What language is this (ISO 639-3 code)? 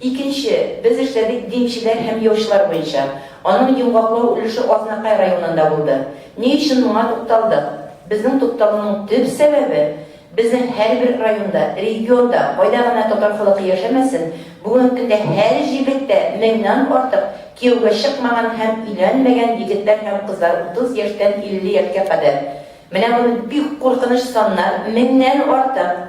tat